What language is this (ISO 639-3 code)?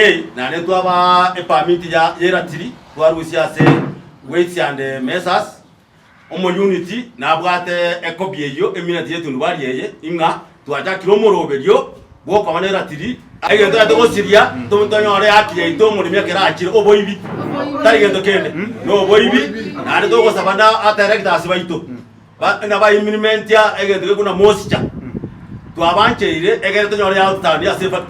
guz